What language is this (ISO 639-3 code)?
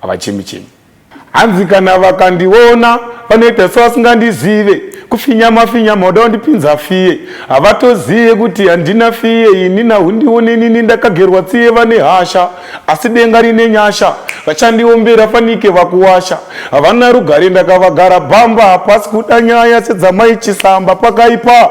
sna